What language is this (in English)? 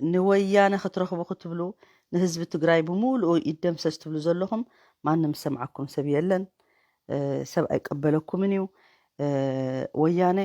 Tigrinya